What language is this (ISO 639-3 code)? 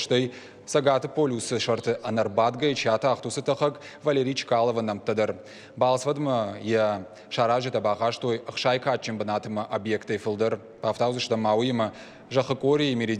oss